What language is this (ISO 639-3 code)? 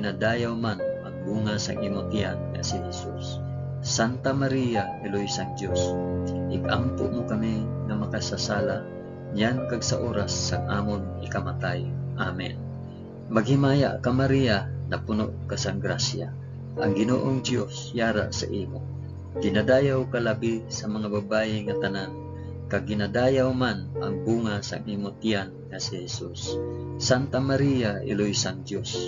hil